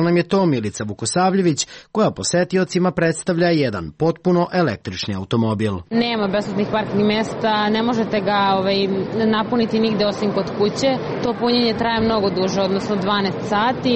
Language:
Serbian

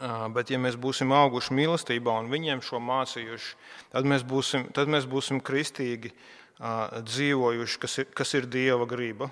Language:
Latvian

